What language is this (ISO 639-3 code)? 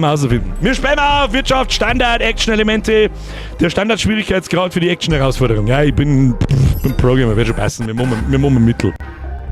bar